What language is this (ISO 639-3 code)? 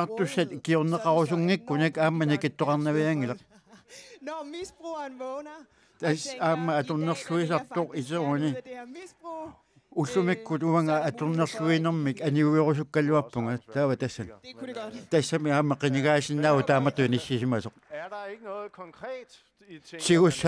kal